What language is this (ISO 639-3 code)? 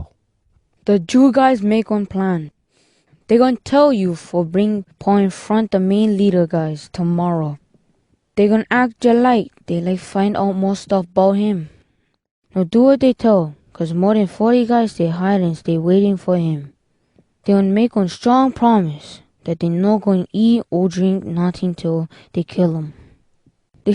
hwc